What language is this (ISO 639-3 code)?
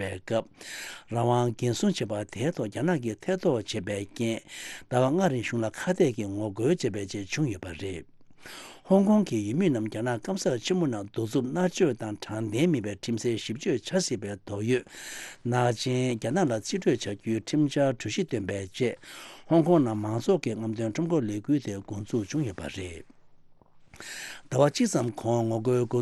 bod